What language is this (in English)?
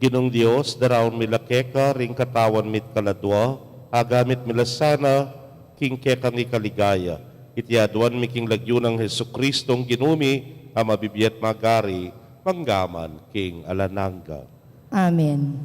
Pampanga